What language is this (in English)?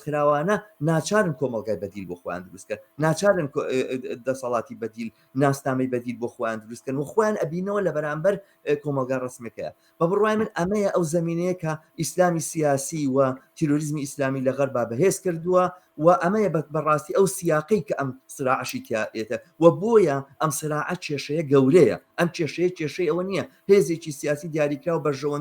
Central Kurdish